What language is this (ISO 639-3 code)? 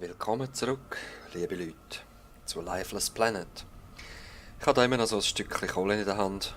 gsw